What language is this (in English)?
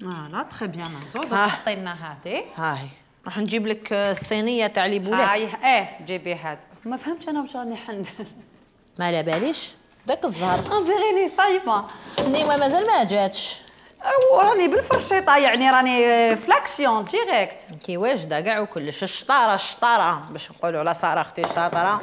Algerian Arabic